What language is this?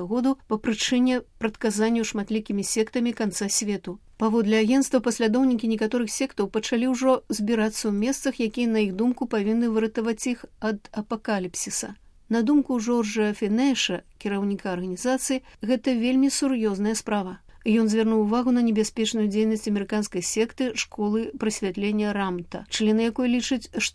Belarusian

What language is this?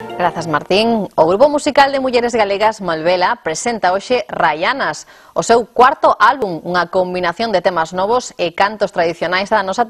Galician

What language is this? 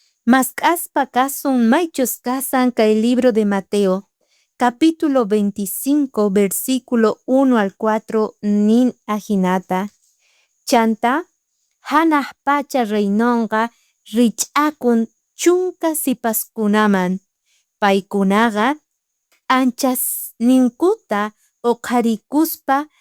South Bolivian Quechua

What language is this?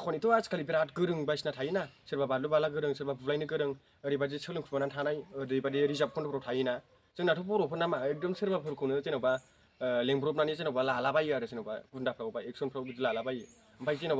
Bodo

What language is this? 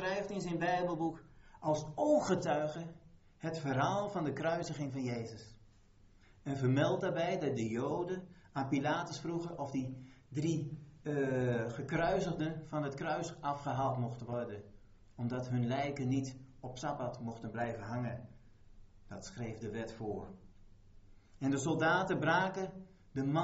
Dutch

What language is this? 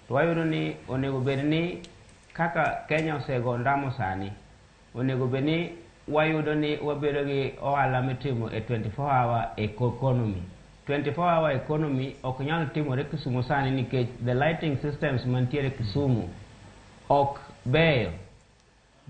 Luo (Kenya and Tanzania)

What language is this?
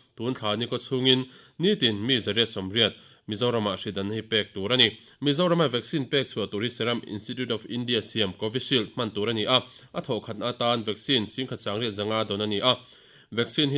Mizo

